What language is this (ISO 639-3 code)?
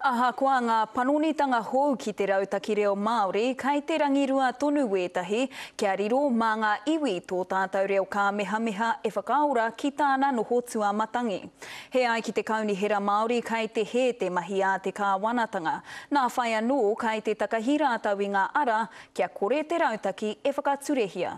mri